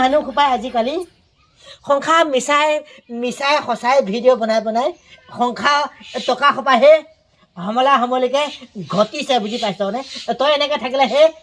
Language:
Assamese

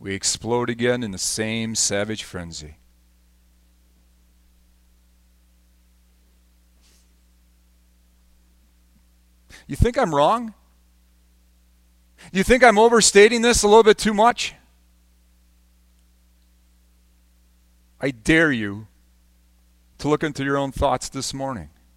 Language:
English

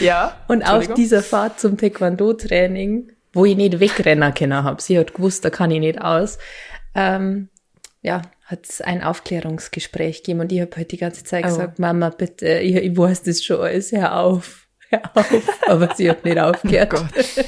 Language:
Bavarian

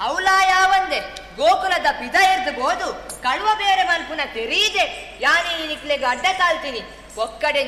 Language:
Tulu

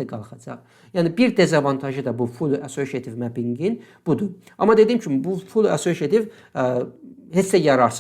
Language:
Azerbaijani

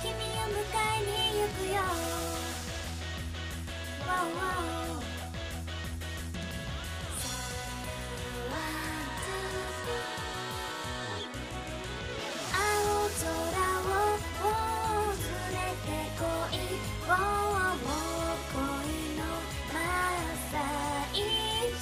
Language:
Japanese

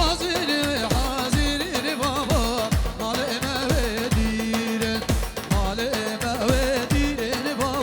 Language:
Kurdish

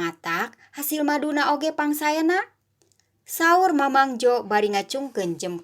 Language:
Sundanese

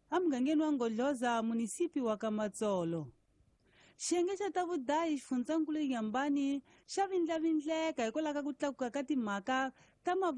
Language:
Tsonga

